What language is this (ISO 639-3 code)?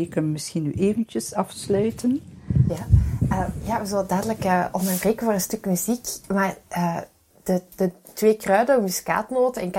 nld